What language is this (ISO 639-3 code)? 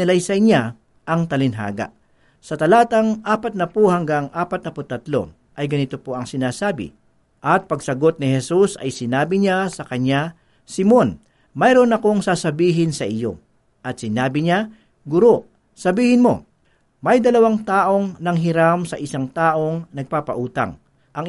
fil